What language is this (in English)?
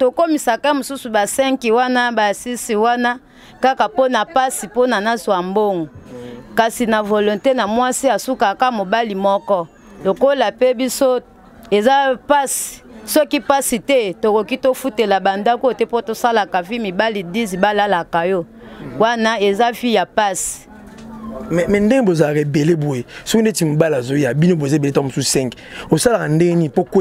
Lingala